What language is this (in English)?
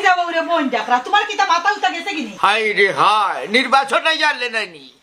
Sylheti